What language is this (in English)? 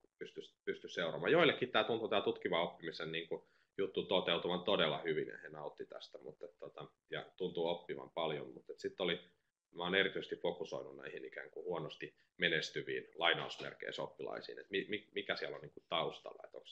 Finnish